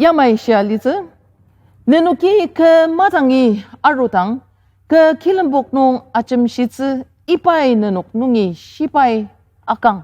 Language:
Ao Naga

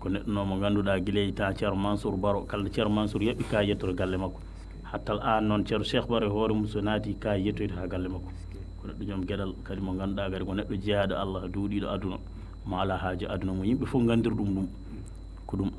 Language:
Fula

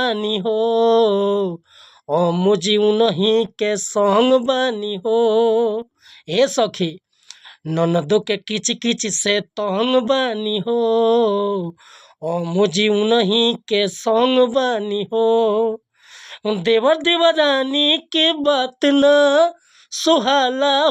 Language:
Bhojpuri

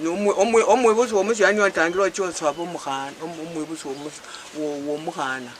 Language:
Luyia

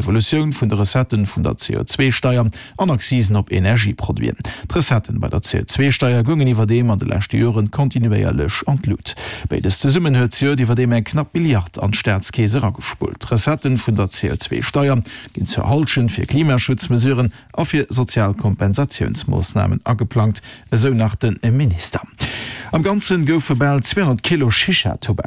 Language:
Luxembourgish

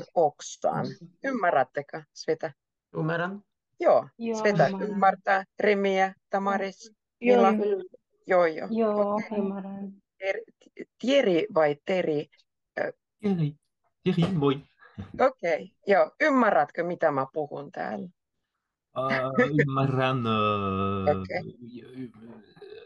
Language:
Finnish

